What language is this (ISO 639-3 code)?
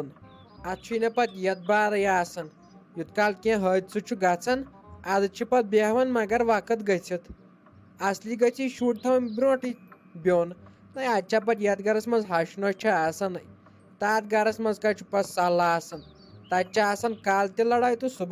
kas